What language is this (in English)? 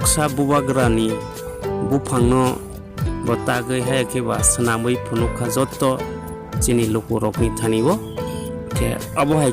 Kok Borok